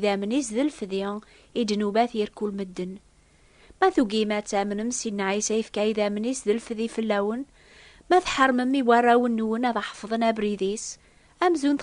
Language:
Kabyle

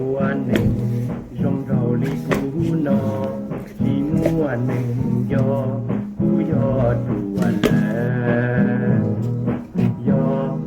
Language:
Hmong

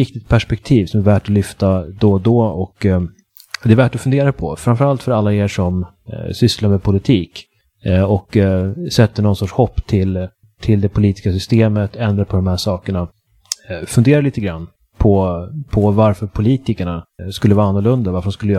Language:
Swedish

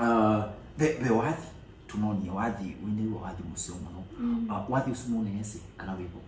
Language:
Kamba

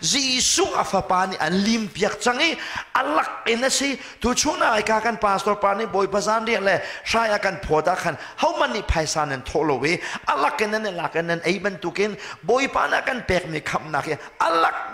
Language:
Hakha Chin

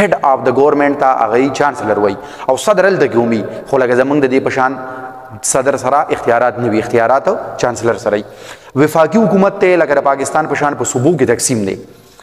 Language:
Pashto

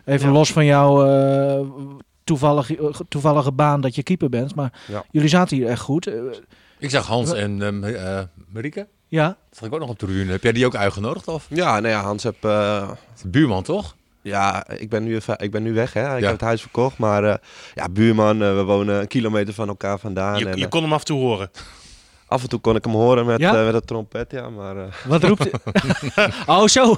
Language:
Dutch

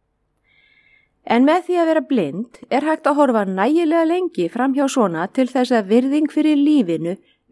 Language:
Icelandic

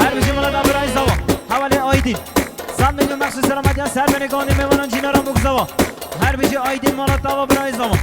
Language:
Kurdish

